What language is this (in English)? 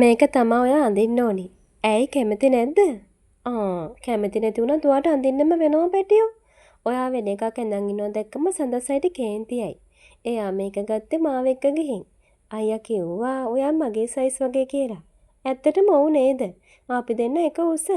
Sinhala